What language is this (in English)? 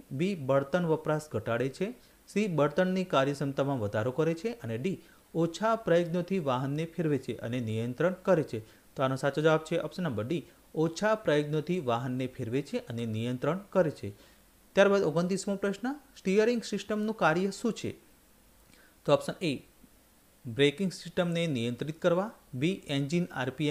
Gujarati